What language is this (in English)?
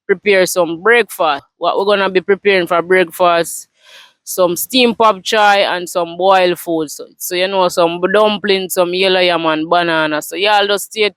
Jamaican Creole English